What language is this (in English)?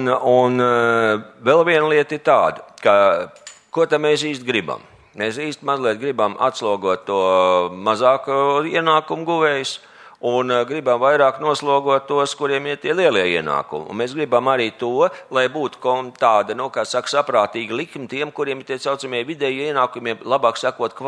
Latvian